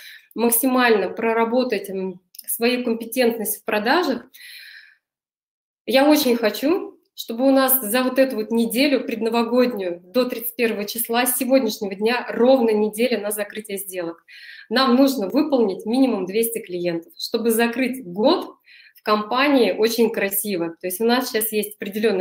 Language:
Russian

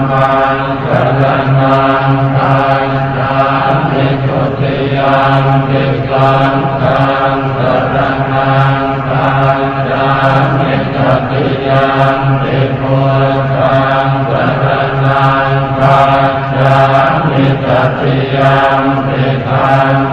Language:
Pali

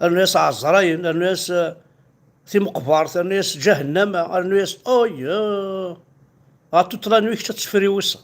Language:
Kabyle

